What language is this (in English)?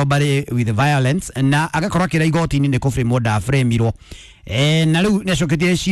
Kikuyu